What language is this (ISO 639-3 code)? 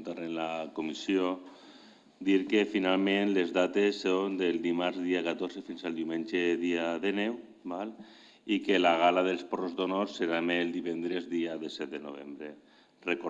cat